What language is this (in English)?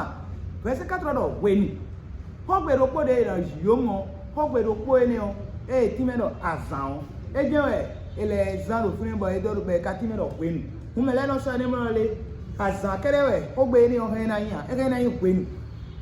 Fon